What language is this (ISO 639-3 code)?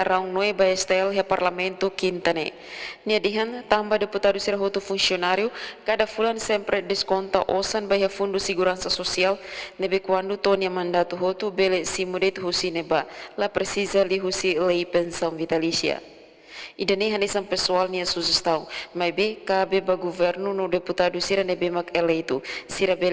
tet